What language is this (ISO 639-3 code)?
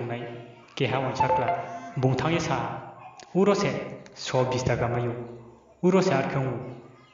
ria